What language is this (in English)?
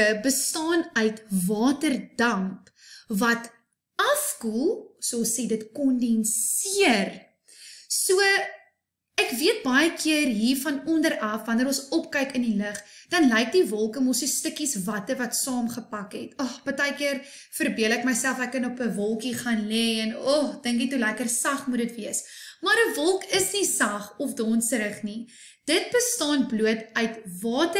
Afrikaans